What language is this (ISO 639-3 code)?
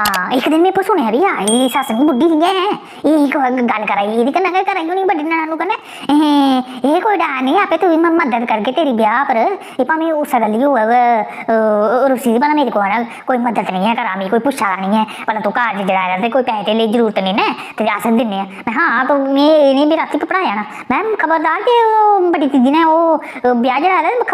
doi